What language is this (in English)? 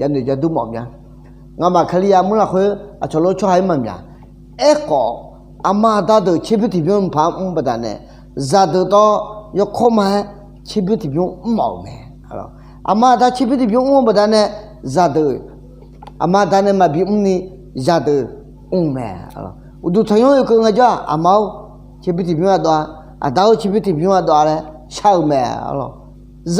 Akha